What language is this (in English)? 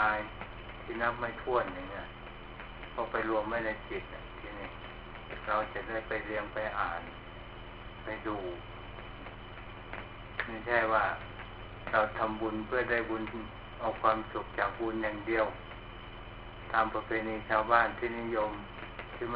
Thai